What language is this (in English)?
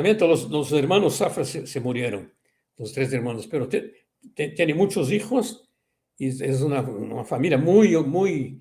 Ladino